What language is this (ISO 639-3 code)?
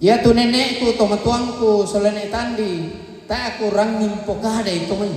sda